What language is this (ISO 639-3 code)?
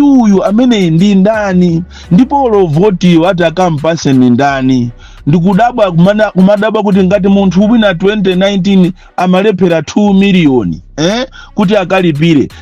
nya